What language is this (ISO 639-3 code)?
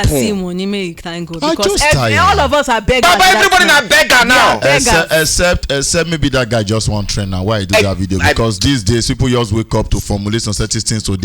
pcm